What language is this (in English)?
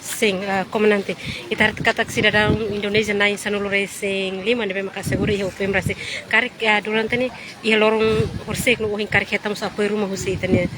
Tetum